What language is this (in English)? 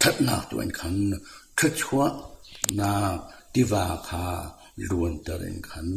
Hakha Chin